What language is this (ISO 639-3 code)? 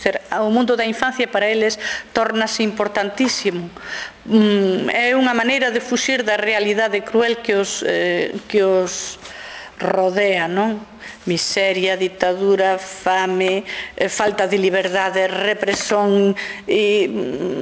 glg